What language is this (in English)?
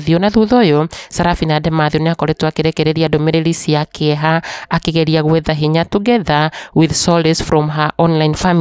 Kikuyu